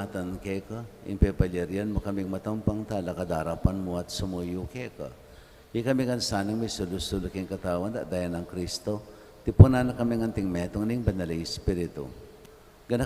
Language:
Pampanga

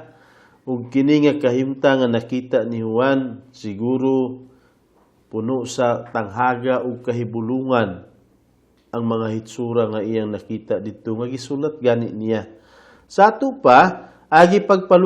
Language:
Cebuano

